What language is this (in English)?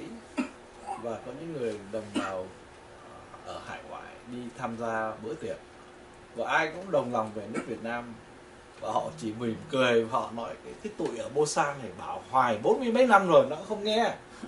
Vietnamese